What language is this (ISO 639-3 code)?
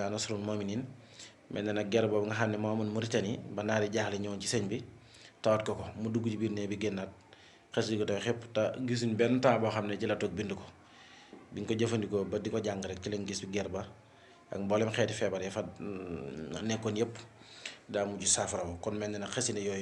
wol